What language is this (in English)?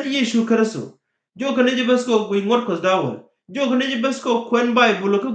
Nuer